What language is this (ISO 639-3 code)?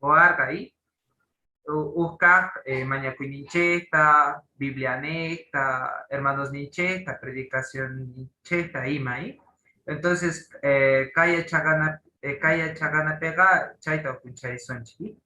que